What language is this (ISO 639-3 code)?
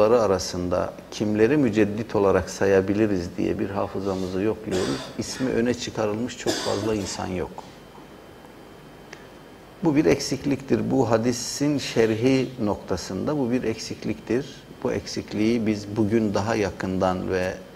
tur